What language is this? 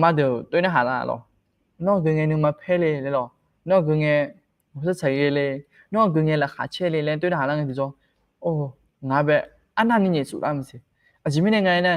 Akha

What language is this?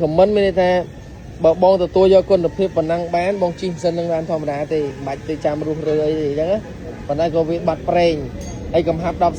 Khmer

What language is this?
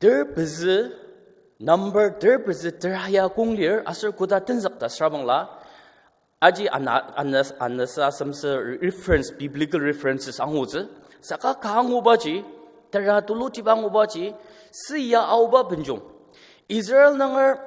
Ao Naga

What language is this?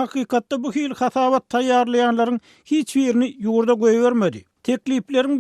Turkmen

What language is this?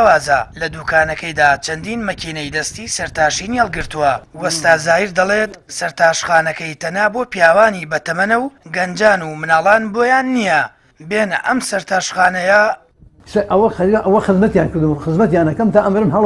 Central Kurdish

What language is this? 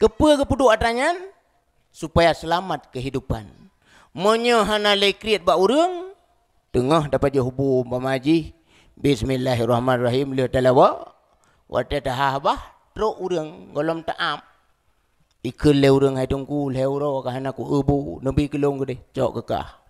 Achinese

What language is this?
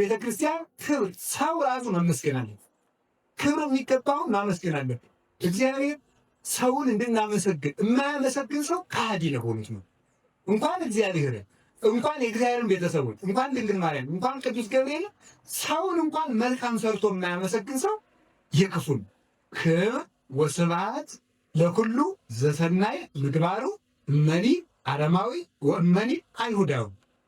Amharic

